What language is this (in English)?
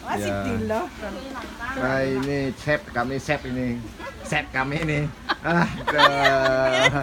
Balinese